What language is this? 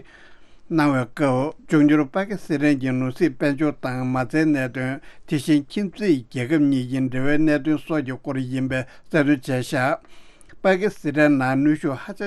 Tibetan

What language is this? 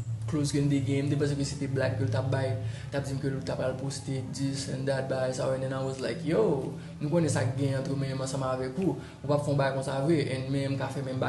Haitian Creole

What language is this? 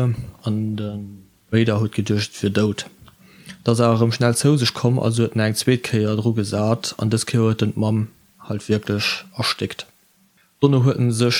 Luxembourgish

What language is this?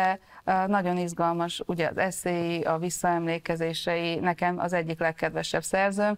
Hungarian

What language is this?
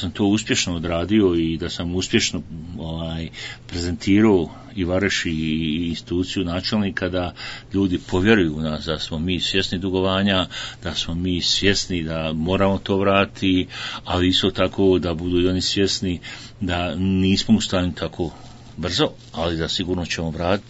Bosnian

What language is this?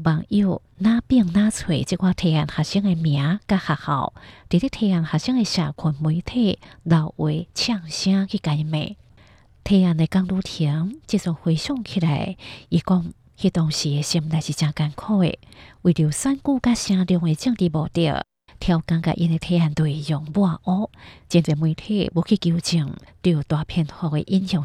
Hakka Chinese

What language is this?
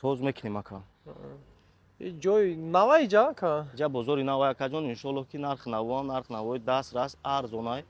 Tajik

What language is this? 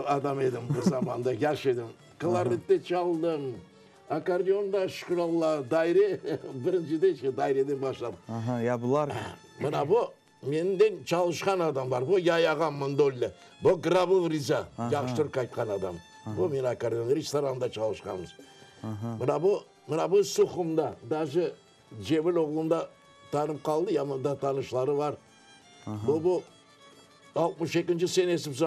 Crimean Tatar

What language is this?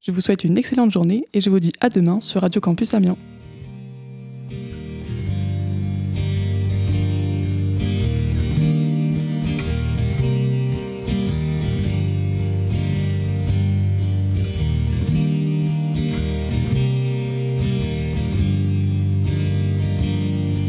French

